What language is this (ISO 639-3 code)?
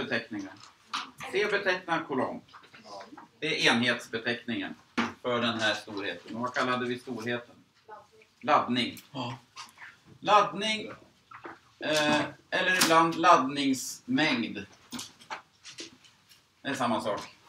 swe